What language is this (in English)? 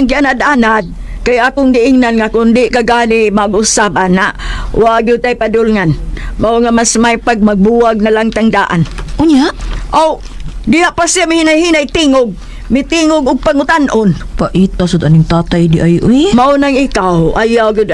Cebuano